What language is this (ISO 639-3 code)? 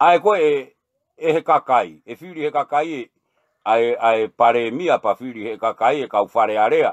ton